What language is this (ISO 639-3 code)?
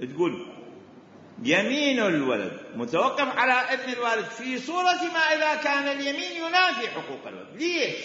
acm